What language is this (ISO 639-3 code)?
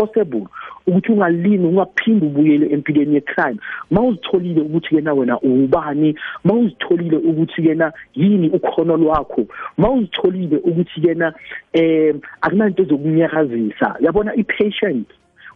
nbl